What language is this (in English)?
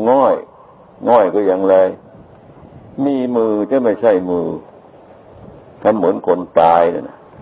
Thai